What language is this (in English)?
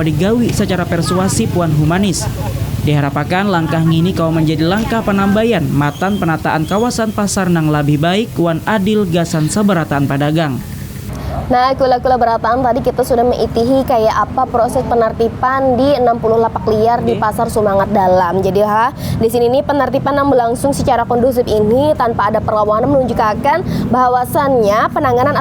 Banjar